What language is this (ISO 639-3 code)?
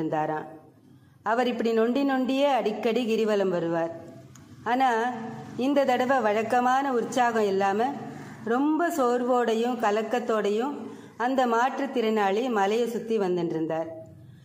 tam